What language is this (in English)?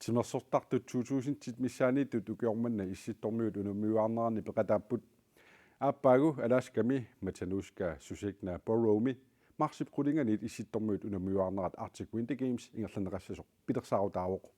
Kalaallisut